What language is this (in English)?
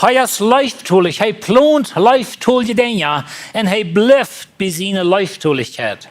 Plautdietsch